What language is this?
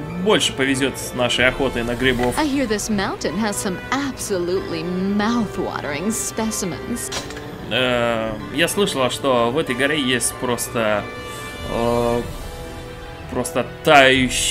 Russian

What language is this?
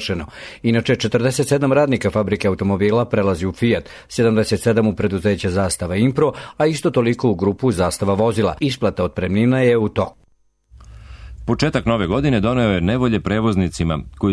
Serbian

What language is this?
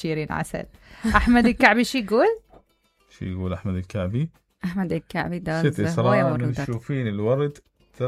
Mesopotamian Arabic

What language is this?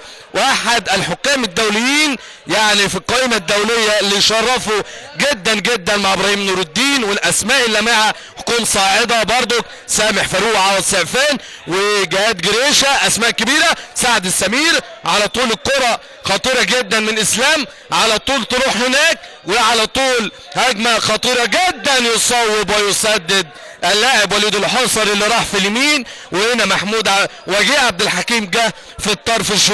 Egyptian Arabic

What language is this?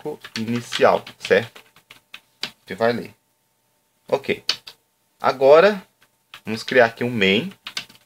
Portuguese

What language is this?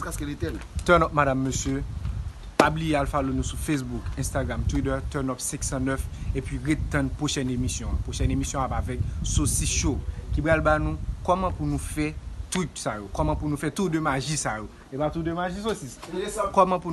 Haitian Creole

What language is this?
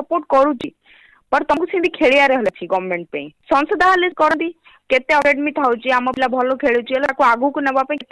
Odia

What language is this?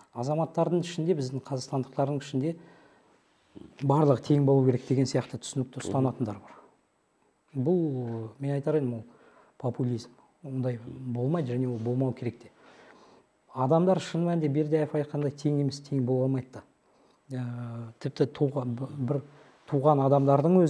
Kazakh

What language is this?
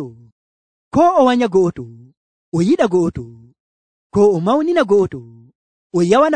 Nigerian Fulfulde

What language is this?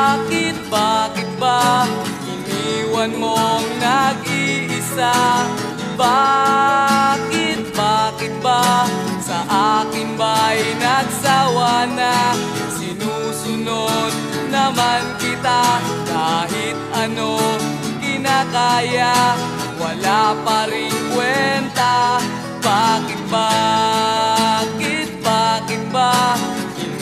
Filipino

